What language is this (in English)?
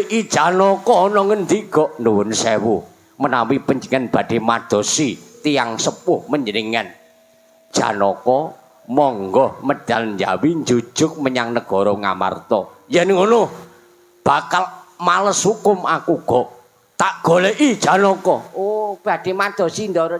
Javanese